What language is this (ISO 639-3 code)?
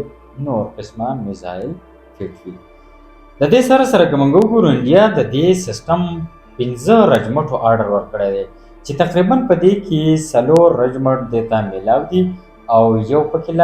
pus